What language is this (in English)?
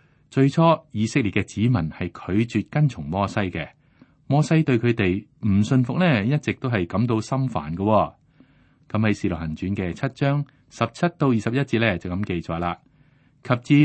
Cantonese